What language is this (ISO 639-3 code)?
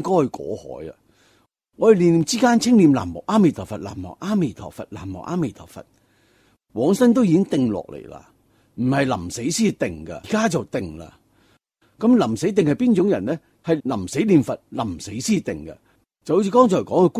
yue